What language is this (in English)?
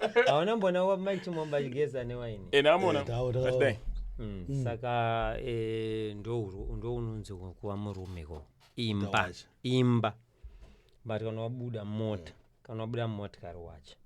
Shona